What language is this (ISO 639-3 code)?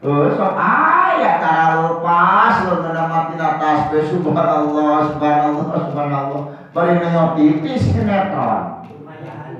sun